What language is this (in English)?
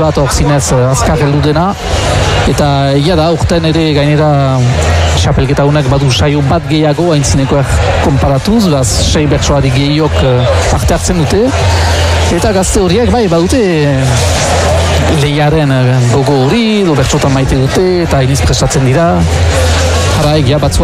Basque